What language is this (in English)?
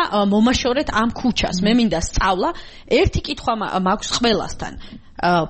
Georgian